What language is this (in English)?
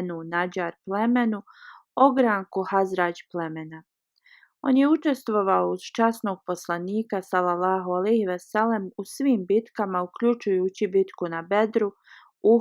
Bosnian